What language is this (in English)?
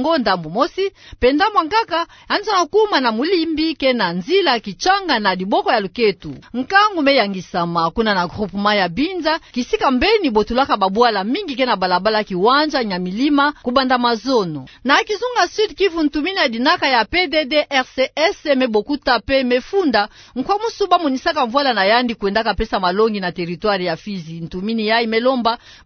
Kituba (Democratic Republic of Congo)